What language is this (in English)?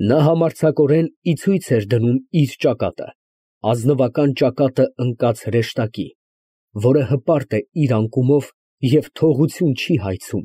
Armenian